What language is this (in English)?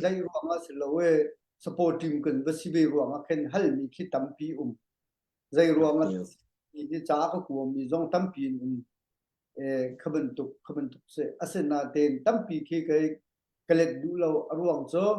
Hakha Chin